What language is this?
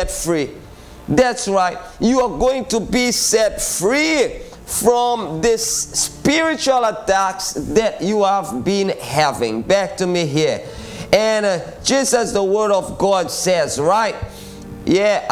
English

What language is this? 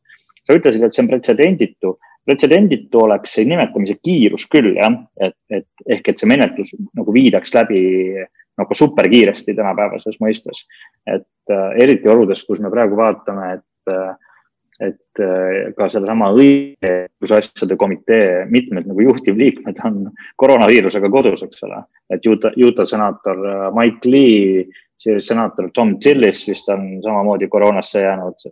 Estonian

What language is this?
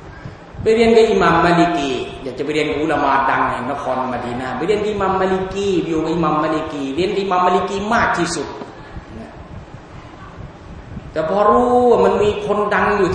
Thai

